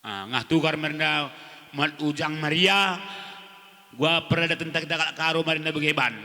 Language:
Batak Karo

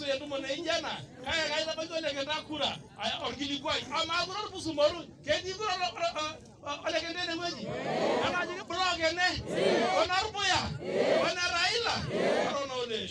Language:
Masai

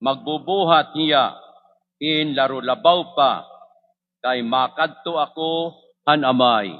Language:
Waray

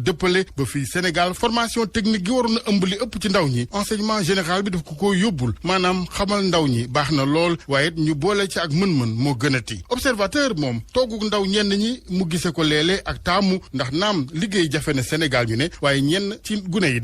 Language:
Wolof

